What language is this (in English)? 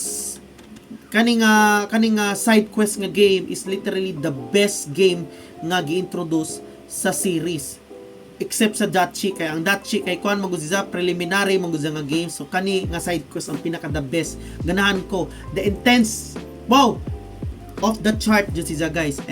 Cebuano